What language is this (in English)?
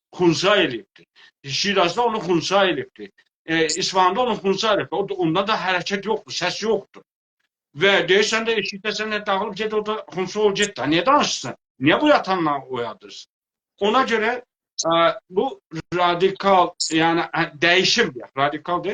South Azerbaijani